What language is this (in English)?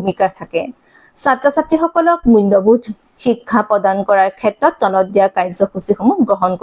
Assamese